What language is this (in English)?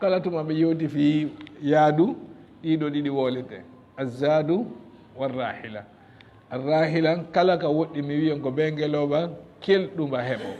Fula